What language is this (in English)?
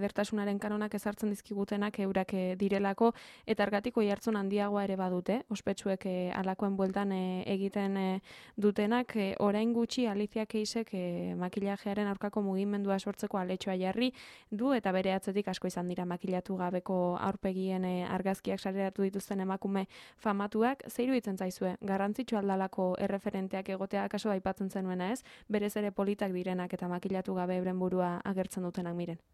Basque